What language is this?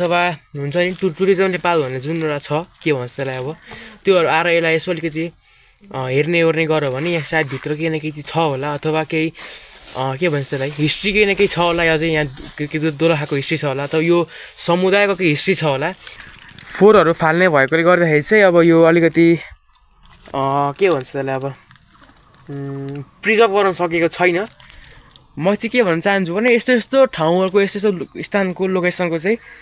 Nepali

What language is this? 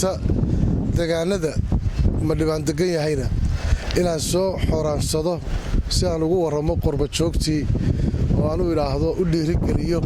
Somali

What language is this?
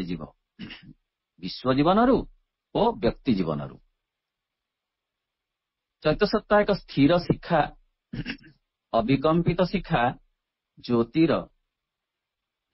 Odia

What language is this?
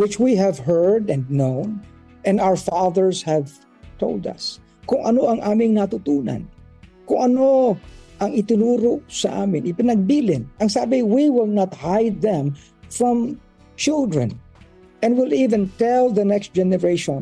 Filipino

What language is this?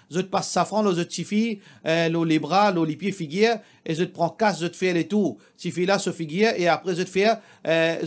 Morisyen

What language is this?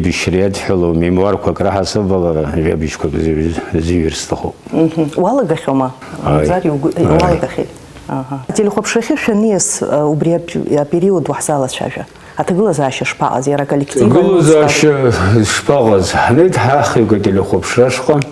Abkhazian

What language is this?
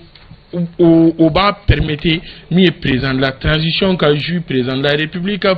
Bambara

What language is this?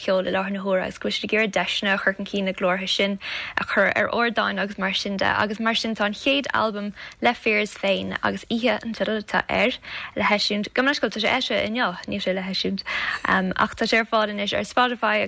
Irish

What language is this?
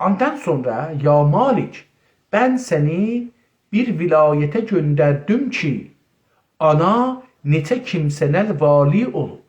South Azerbaijani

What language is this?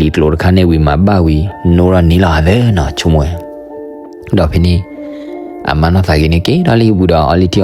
S'gaw Karen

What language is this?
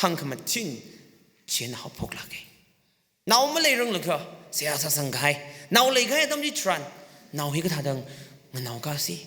Tangkhul Naga (India)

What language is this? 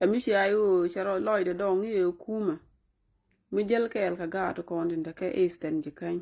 Nuer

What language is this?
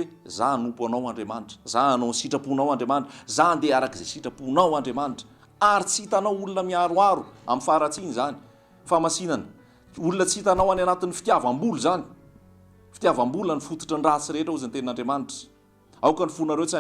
Malagasy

